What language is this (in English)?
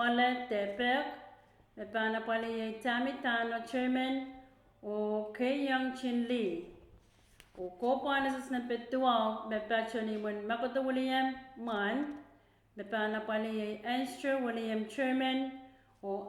Pohnpeian